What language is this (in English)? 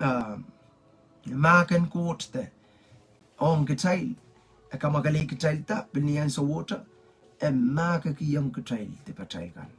Pohnpeian